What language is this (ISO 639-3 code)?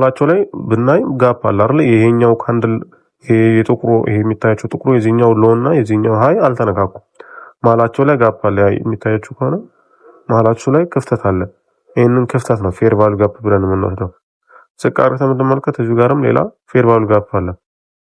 amh